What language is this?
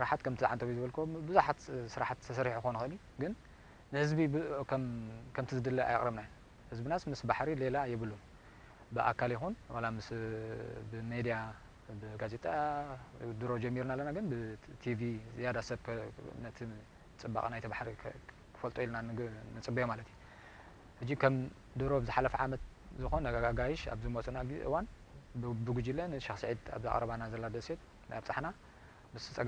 Tigrinya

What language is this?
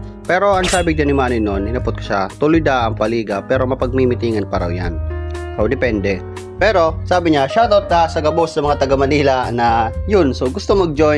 Bikol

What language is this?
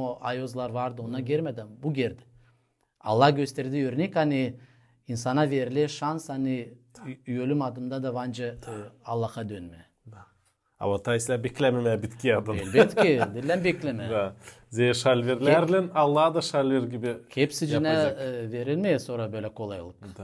Gagauz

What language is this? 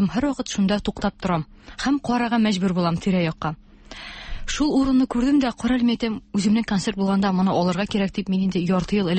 Tatar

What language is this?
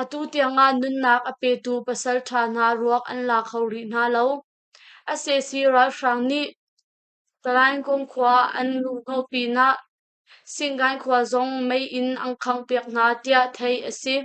Hakha Chin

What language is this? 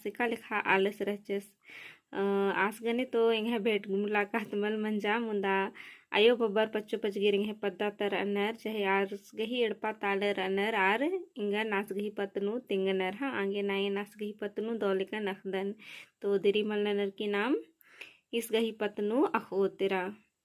Kurukh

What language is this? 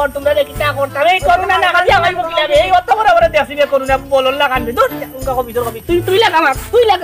Sylheti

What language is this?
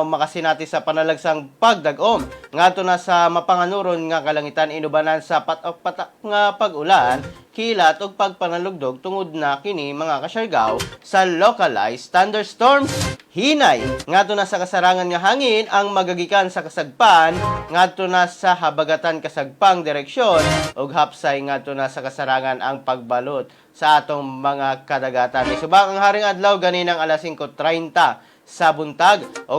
Cebuano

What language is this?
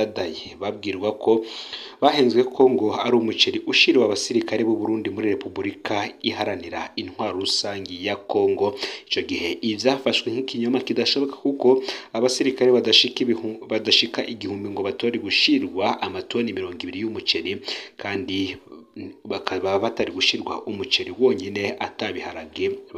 Rundi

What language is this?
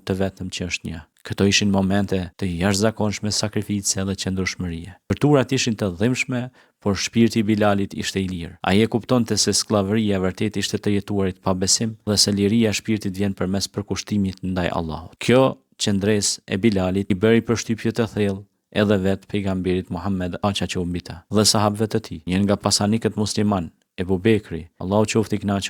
Albanian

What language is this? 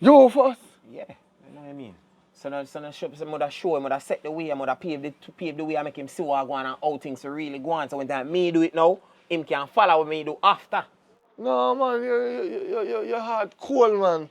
Jamaican Creole English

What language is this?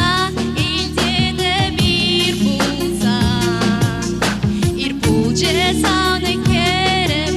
Chuvash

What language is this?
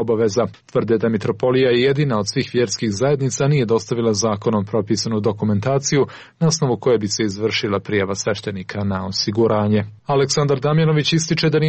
Croatian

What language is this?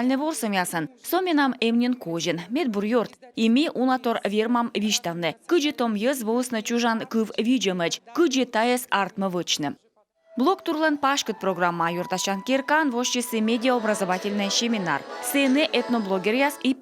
Komi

